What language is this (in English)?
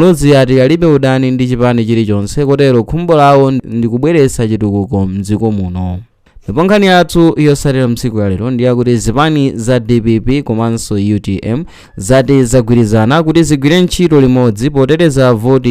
Nyanja